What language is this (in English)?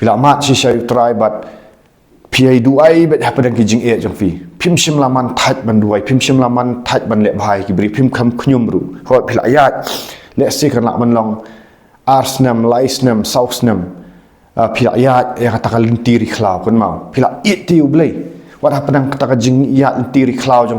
Khasi